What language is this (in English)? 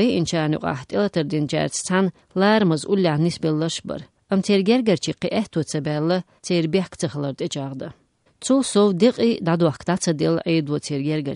Chechen